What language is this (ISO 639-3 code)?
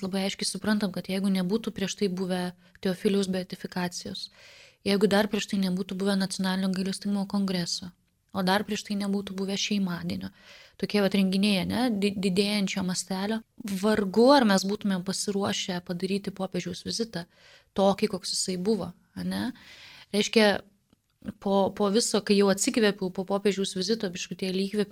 lit